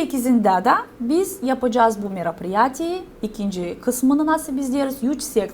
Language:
Gagauz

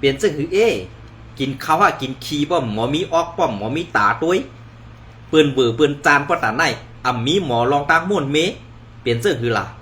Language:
Shan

